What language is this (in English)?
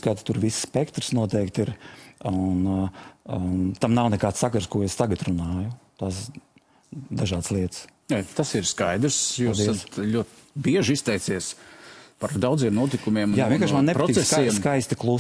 Latvian